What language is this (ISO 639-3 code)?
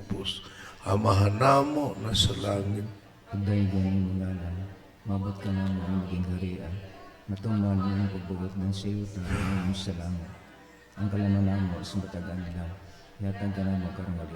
ceb